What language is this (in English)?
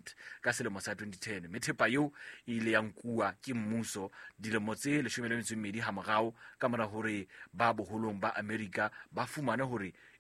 Southern Sotho